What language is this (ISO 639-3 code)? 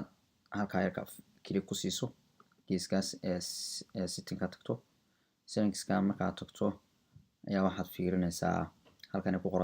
som